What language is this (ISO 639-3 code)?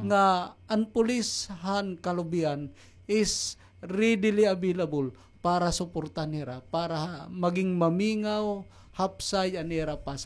war